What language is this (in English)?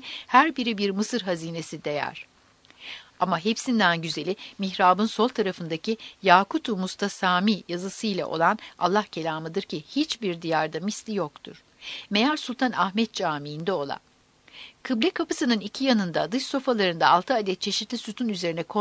Turkish